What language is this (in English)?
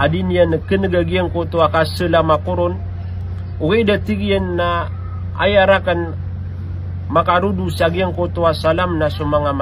Maranao